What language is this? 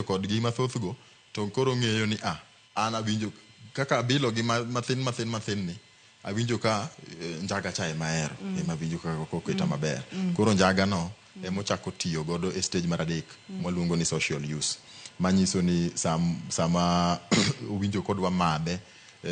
Luo (Kenya and Tanzania)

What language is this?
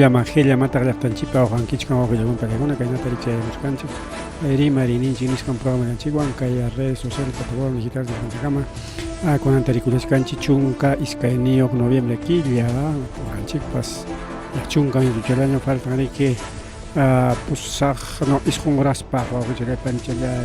Ayacucho Quechua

